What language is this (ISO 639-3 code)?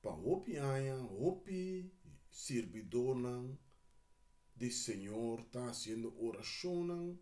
pap